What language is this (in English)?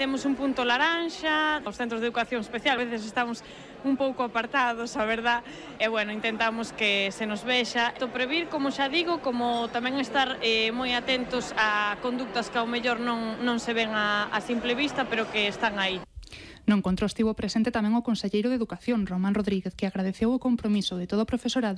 Galician